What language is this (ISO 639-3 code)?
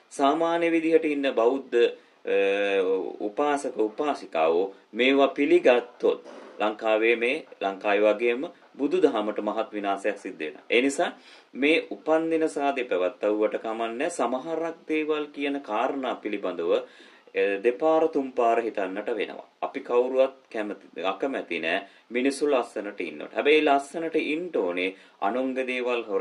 sin